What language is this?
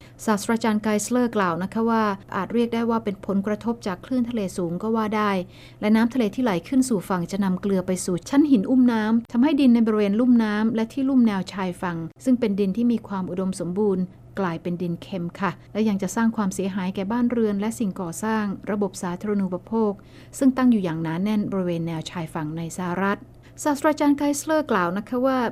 Thai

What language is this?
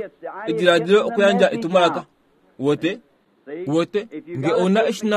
Kuanyama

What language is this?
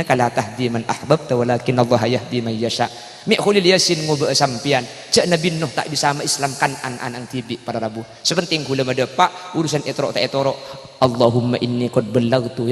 Madurese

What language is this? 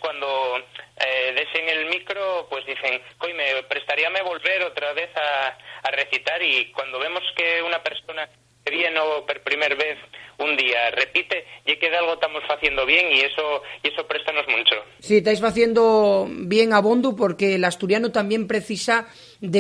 Asturian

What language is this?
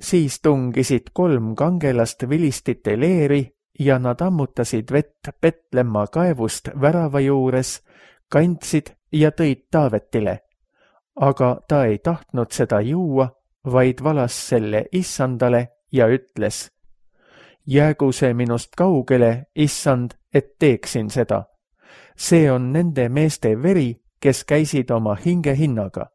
Estonian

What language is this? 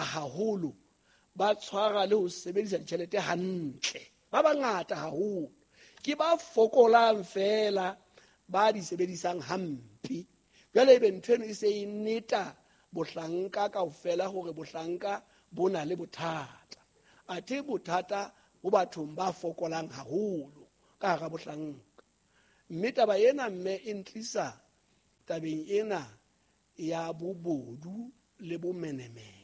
Southern Sotho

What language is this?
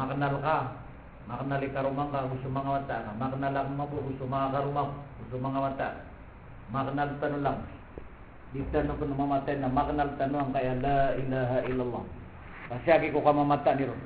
Maranao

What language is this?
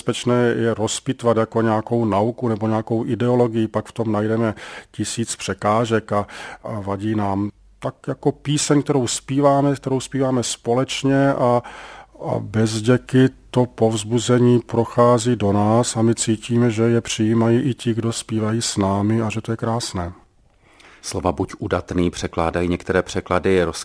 Czech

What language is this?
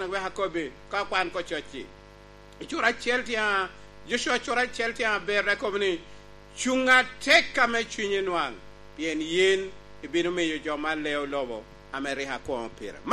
Lango (Uganda)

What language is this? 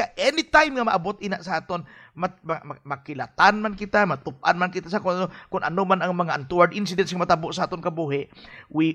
Hiligaynon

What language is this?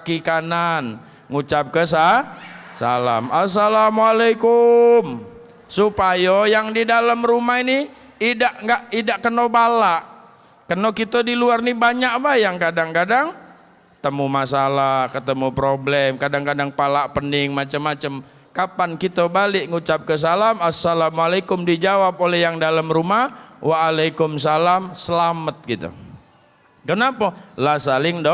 Musi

